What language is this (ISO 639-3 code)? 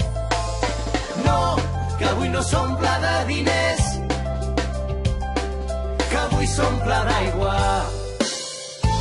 cat